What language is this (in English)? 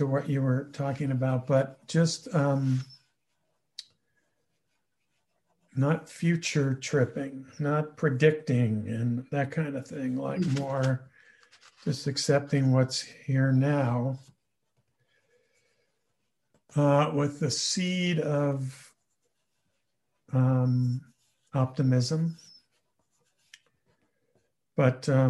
English